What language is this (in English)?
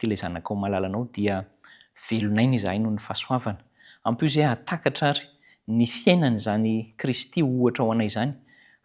Malagasy